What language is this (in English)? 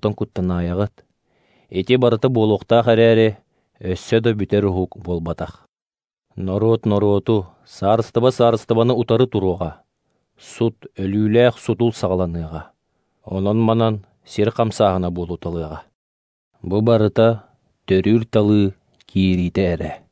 Yakut